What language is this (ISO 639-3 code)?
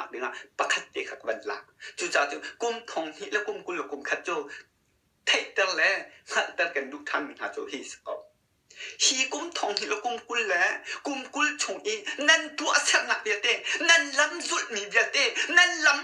cnh